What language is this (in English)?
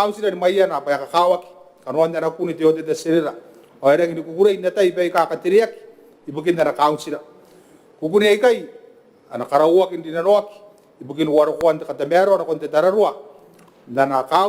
Gilbertese